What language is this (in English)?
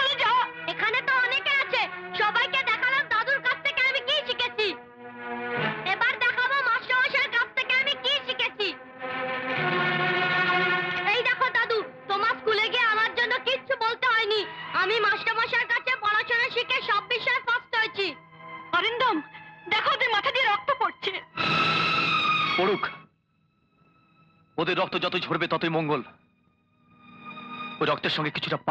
Bangla